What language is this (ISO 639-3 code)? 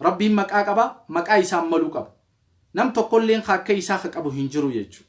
orm